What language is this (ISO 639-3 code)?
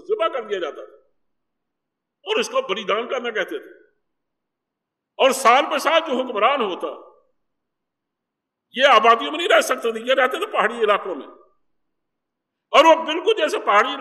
urd